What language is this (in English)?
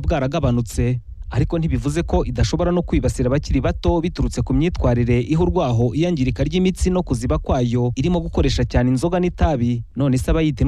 Kinyarwanda